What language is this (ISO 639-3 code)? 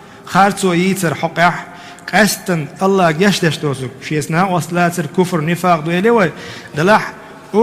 che